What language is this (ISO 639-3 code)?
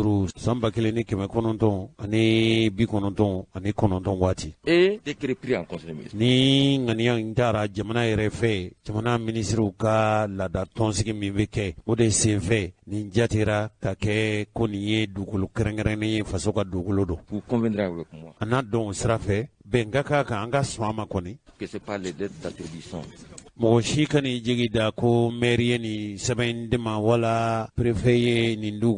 bam